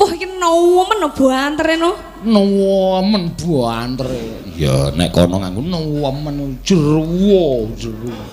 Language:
Javanese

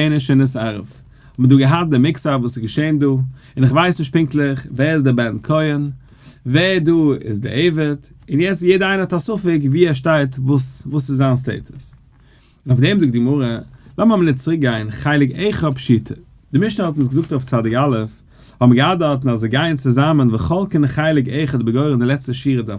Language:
Yiddish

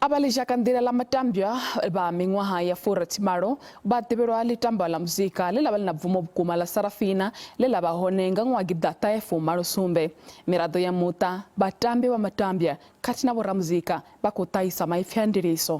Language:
Venda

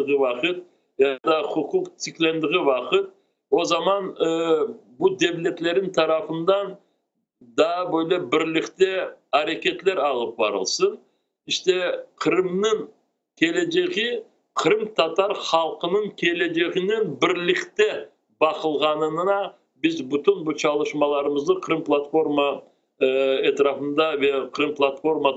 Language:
Crimean Tatar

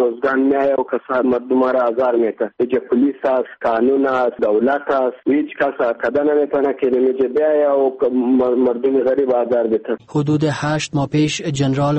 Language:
Persian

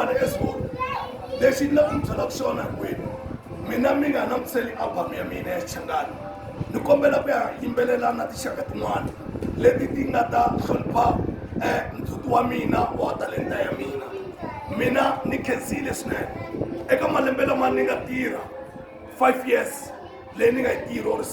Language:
Tsonga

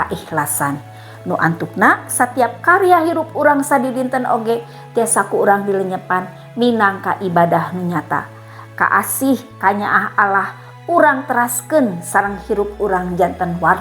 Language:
Sundanese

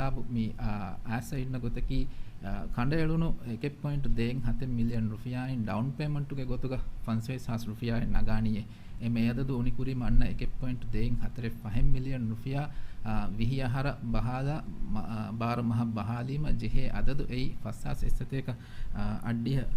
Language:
Divehi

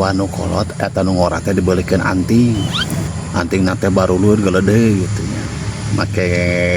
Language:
Sundanese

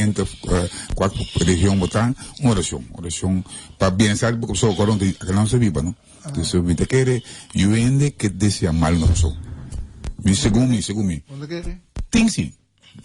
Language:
Papiamento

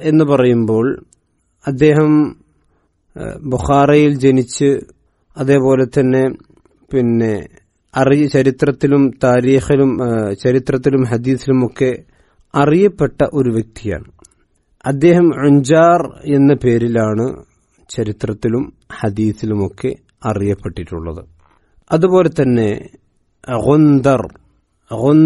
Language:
Malayalam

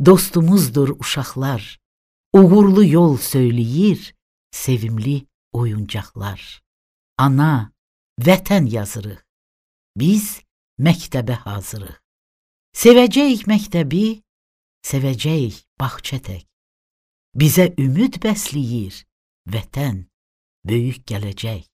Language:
Azerbaijani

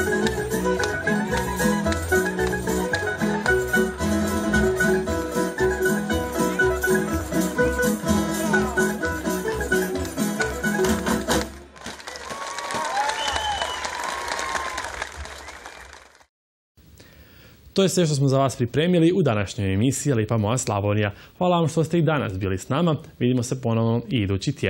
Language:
Croatian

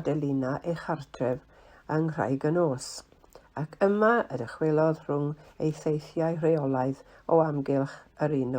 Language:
Welsh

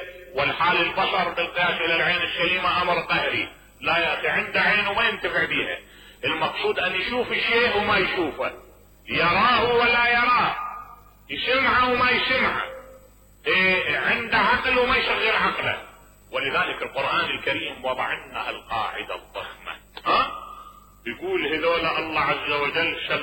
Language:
Mesopotamian Arabic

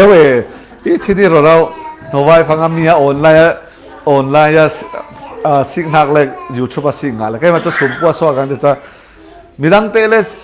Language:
Falam Chin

